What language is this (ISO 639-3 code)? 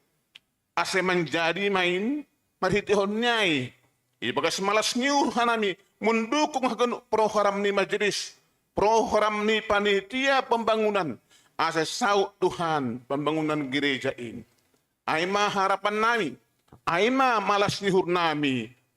bts